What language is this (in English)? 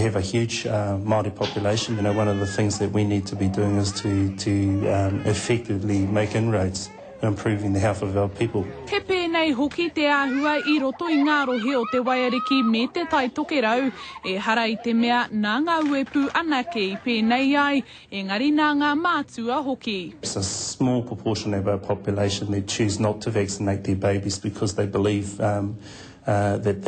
Māori